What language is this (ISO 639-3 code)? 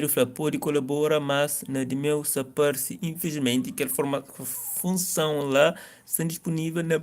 kea